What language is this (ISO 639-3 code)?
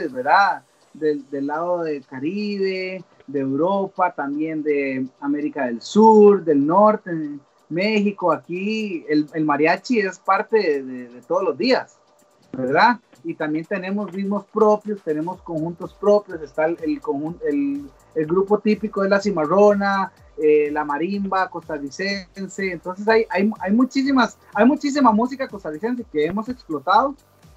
spa